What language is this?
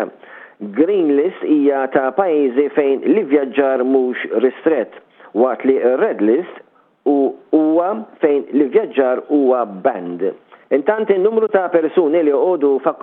Maltese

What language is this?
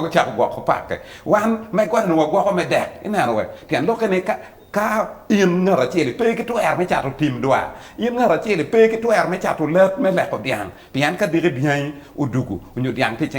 Acoli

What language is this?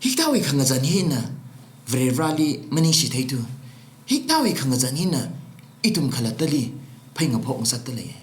Tangkhul Naga (India)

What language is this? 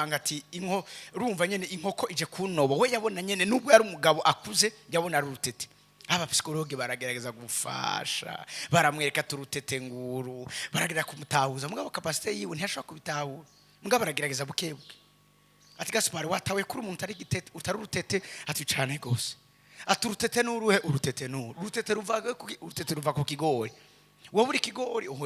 Rundi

